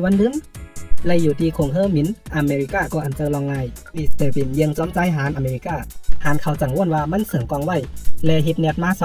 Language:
Shan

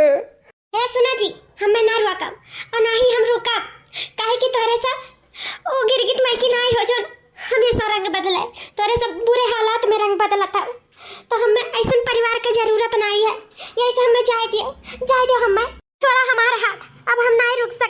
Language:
Awadhi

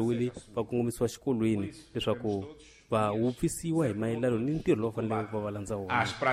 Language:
Tsonga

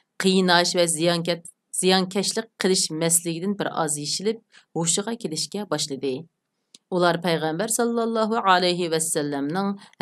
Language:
Uyghur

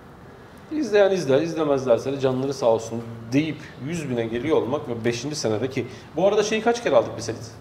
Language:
Turkish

